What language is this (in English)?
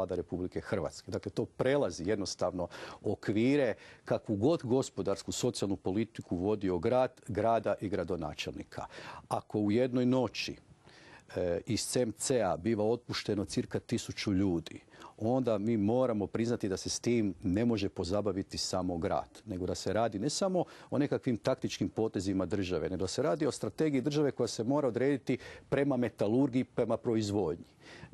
Croatian